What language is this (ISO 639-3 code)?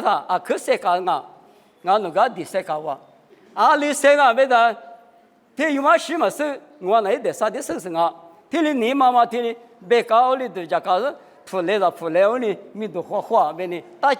lis